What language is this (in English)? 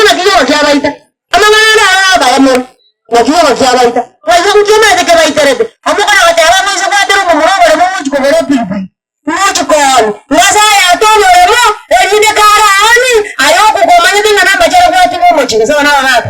Gusii